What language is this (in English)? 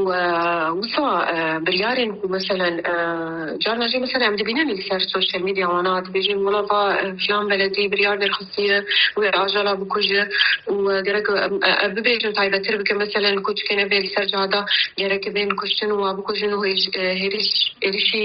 Kurdish